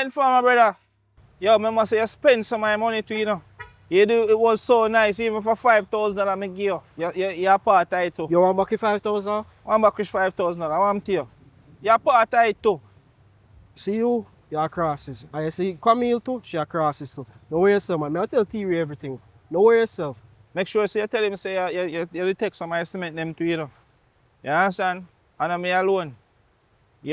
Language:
Jamaican Creole English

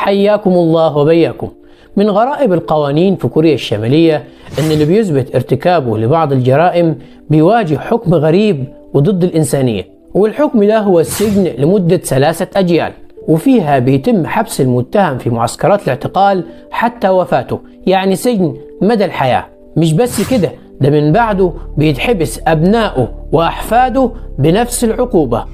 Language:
Egyptian Arabic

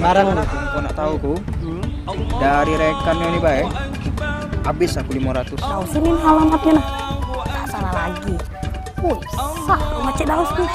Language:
Musi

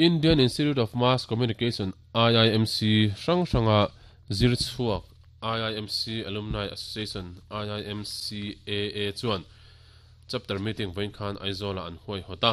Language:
Mizo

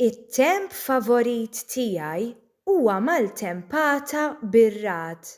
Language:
Maltese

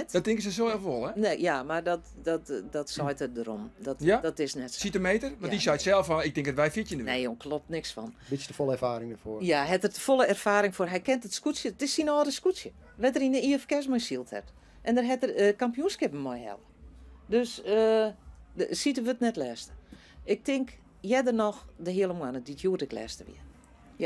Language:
Western Frisian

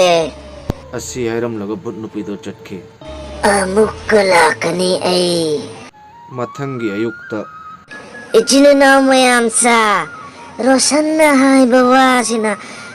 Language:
Manipuri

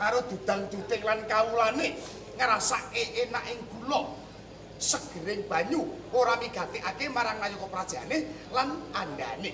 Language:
Javanese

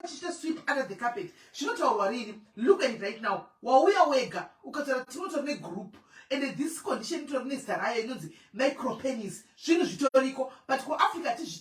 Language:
Shona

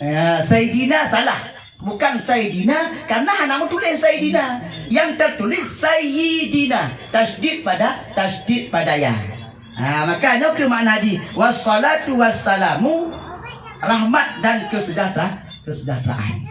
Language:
Achinese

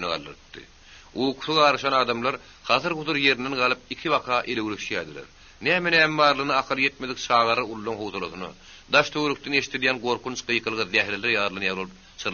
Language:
Turkmen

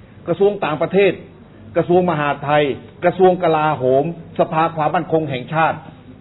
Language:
Thai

